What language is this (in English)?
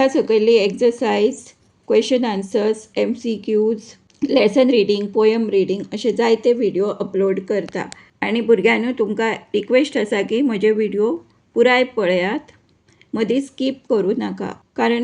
Konkani